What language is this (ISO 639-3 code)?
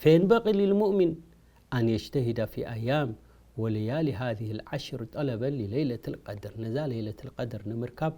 tir